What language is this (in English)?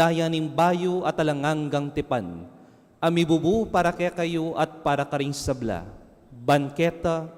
Pampanga